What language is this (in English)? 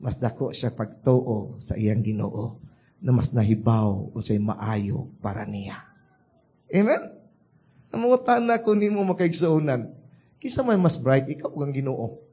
Cebuano